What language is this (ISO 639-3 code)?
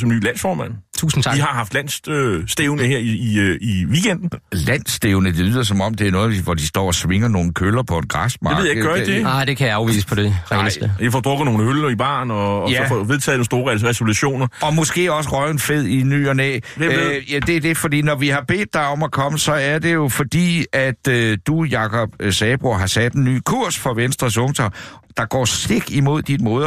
dan